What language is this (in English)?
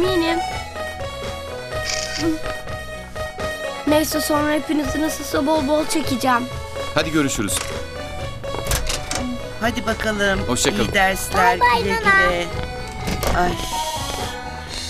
Turkish